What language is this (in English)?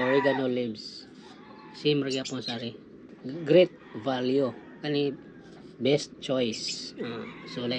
Cebuano